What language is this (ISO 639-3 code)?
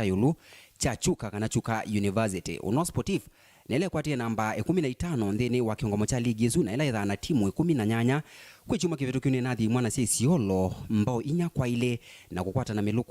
kam